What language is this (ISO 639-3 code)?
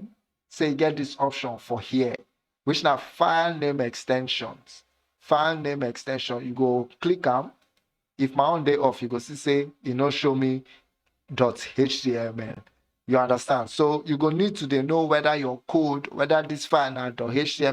pcm